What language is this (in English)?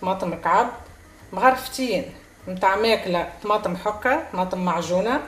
Tunisian Arabic